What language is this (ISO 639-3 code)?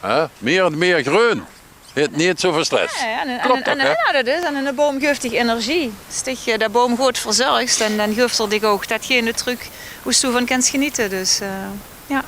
lim